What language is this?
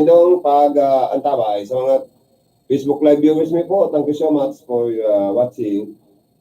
Bikol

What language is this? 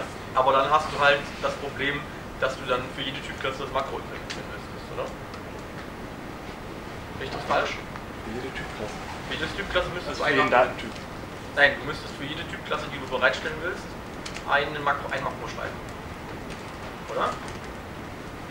German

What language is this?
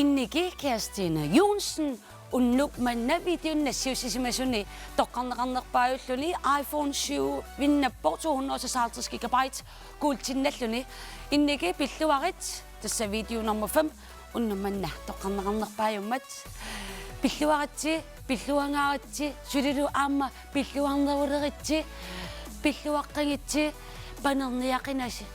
Kalaallisut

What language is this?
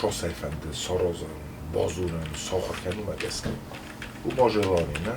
Ossetic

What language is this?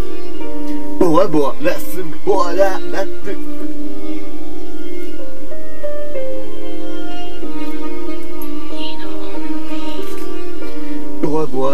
Hungarian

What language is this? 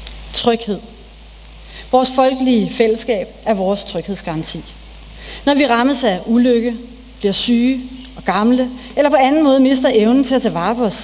Danish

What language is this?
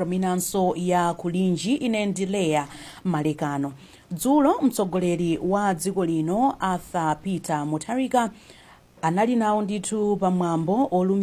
Nyanja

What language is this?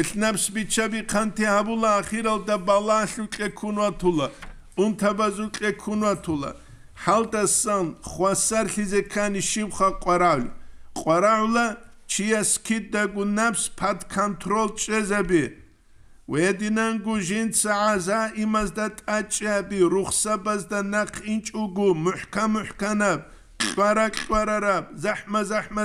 Avaric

